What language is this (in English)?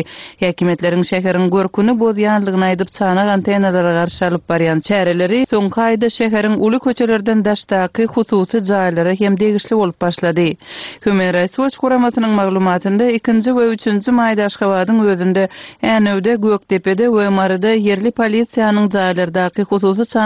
Turkmen